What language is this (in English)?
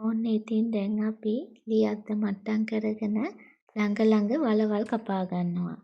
Sinhala